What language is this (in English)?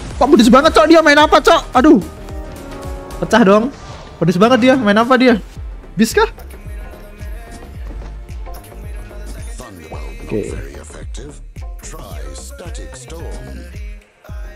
Indonesian